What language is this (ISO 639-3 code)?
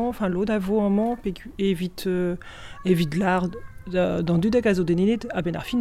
bre